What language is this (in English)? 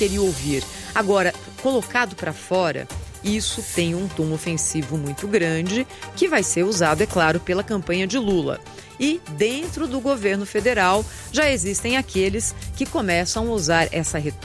Portuguese